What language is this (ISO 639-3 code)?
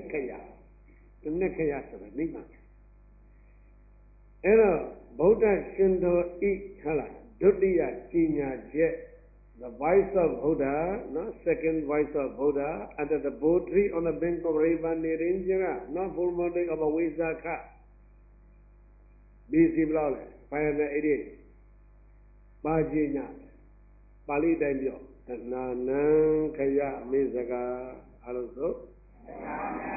mya